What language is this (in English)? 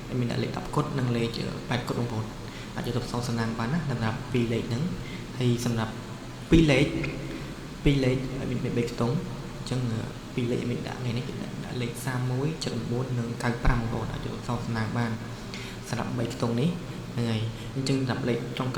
Khmer